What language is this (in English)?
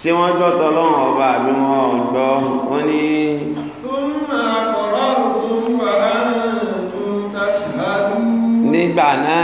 Yoruba